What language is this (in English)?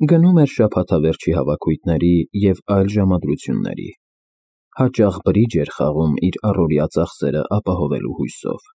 Armenian